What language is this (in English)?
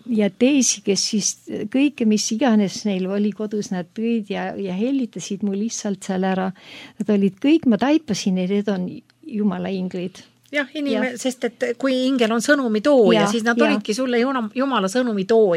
Estonian